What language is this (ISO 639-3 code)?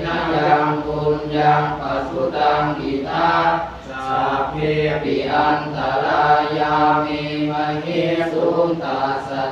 pli